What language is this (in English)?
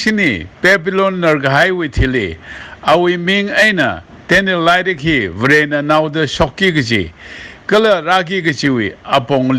Tangkhul Naga (India)